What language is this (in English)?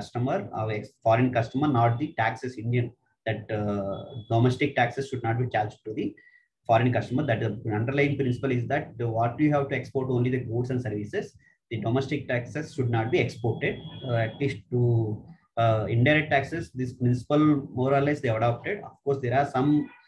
English